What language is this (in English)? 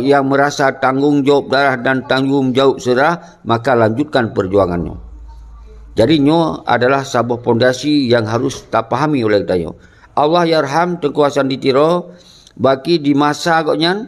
Achinese